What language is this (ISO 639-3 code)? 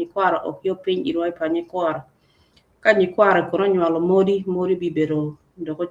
ach